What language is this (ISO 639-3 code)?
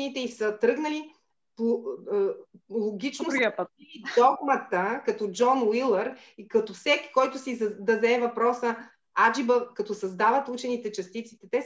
bul